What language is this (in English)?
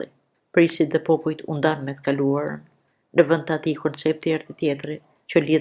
Albanian